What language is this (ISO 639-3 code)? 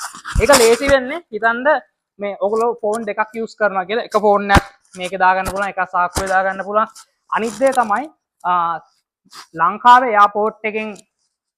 sin